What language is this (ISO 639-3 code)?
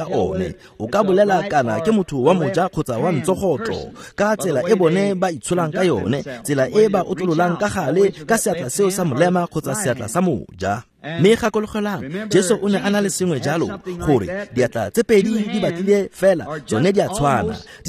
tsn